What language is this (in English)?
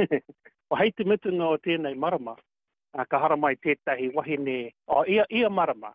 Māori